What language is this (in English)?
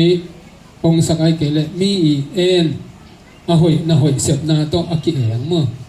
Tedim Chin